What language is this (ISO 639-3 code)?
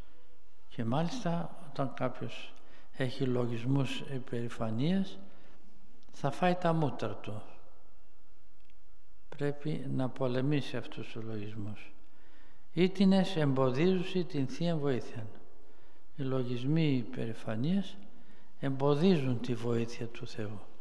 ell